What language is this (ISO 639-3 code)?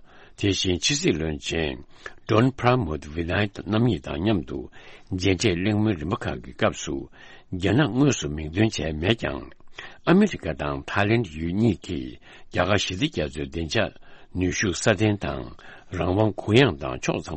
bod